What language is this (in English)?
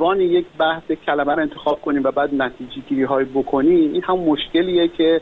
Persian